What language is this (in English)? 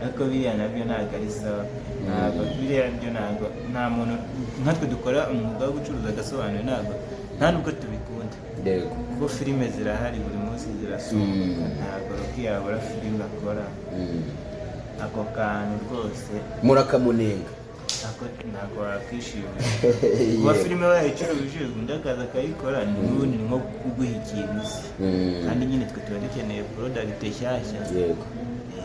Kinyarwanda